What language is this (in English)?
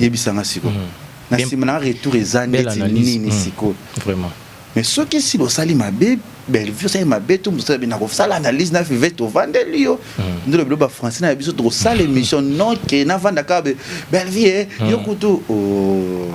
Lingala